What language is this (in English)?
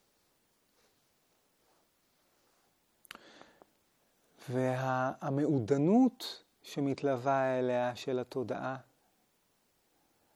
Hebrew